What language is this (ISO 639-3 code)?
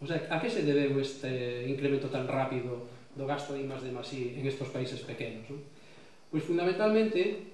glg